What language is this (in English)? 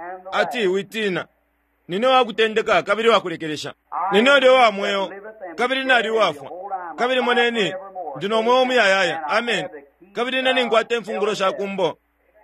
Bemba